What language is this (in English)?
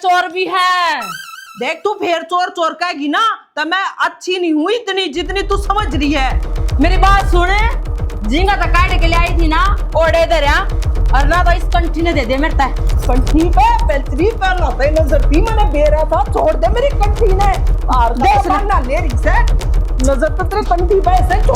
Haryanvi